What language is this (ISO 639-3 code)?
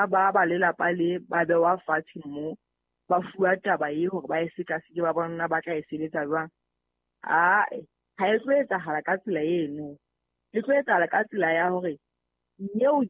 sot